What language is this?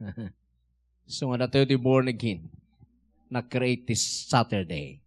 Iloko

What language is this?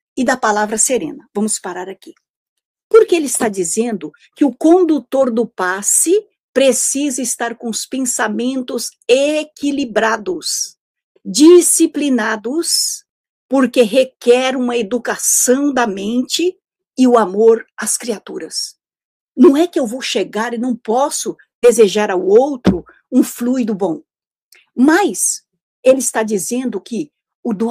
Portuguese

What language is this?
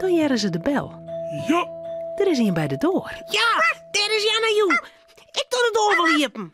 Western Frisian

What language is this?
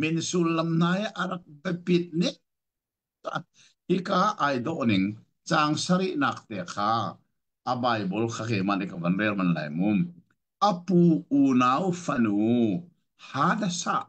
Hakha Chin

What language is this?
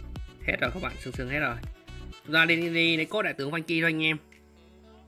Vietnamese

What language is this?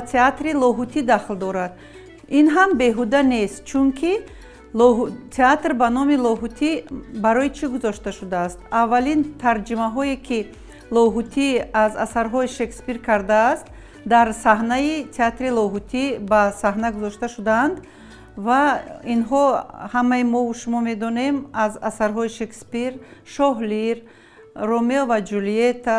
Tajik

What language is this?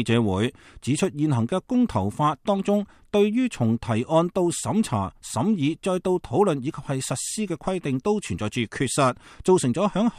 Cantonese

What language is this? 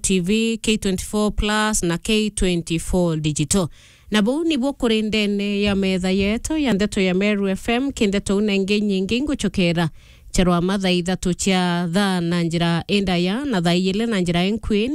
Meru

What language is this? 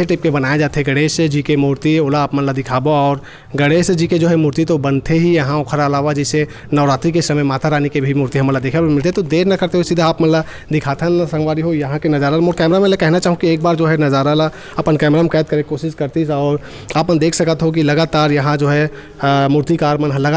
Chhattisgarhi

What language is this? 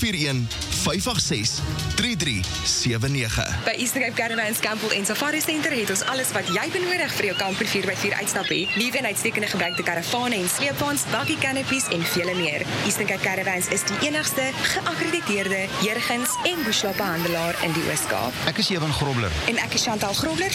Afrikaans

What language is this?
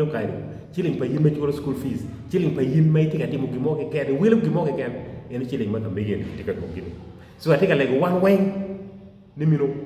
Acoli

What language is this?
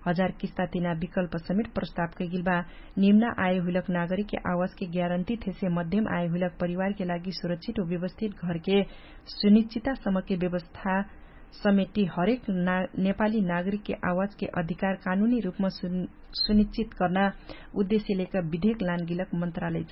Dangaura Tharu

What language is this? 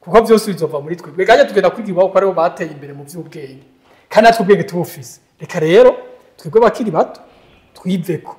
Rundi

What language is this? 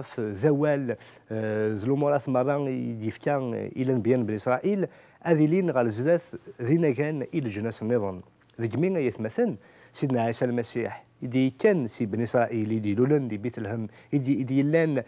Kabyle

